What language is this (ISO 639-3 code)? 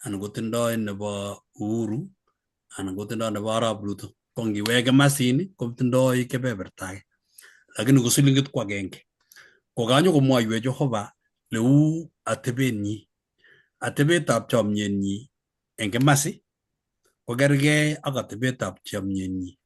kln